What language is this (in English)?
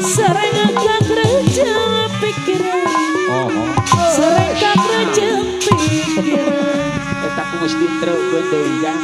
Sundanese